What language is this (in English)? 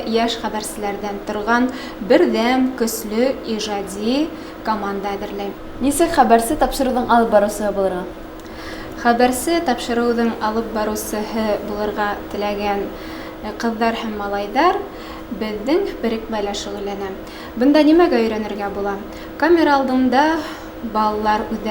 Bashkir